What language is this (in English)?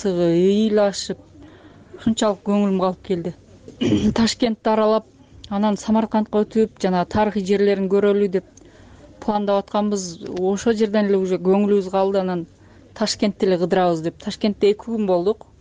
Kyrgyz